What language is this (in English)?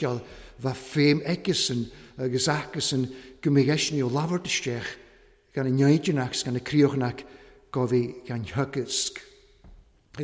Welsh